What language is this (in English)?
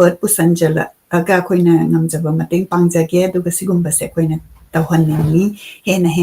Manipuri